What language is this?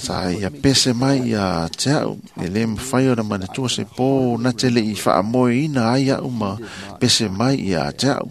Samoan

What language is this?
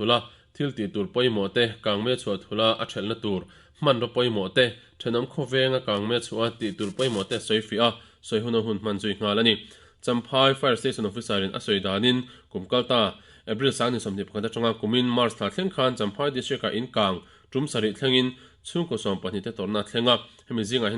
Mizo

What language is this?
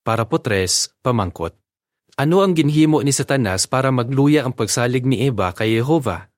Hiligaynon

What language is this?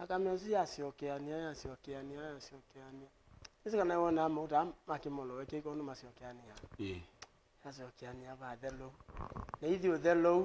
Kamba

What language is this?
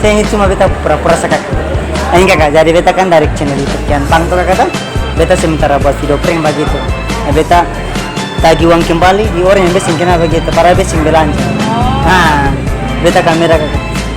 Ambonese Malay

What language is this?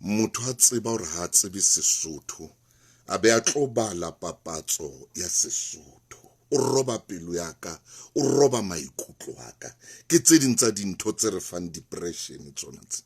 Southern Sotho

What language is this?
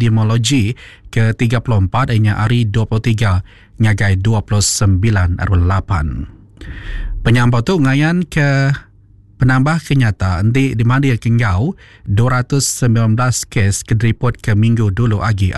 Iban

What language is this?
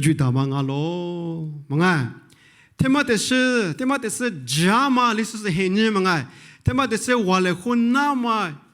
Lisu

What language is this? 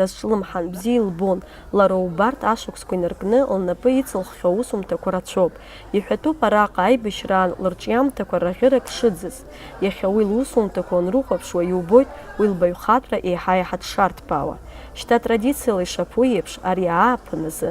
Abkhazian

